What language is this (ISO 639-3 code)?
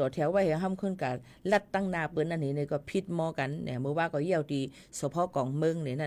shn